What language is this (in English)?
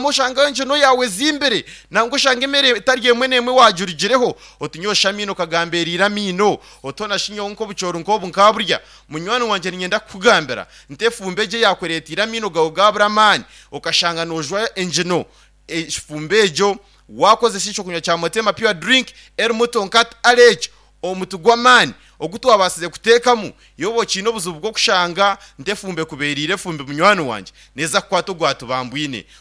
Nyankole